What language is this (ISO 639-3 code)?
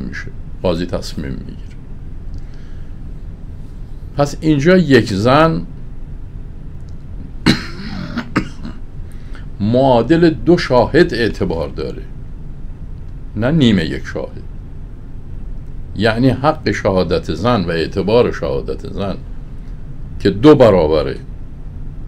fas